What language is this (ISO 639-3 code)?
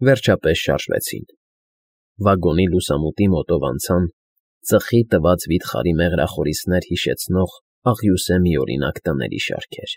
hye